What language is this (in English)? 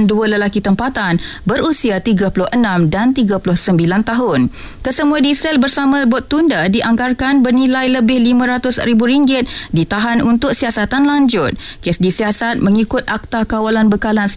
Malay